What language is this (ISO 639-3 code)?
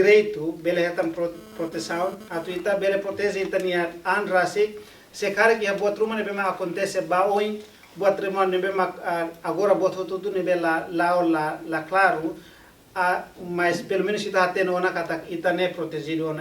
tet